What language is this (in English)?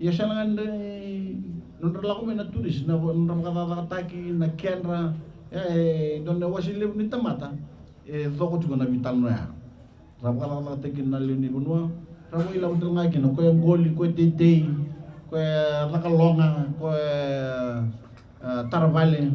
Fijian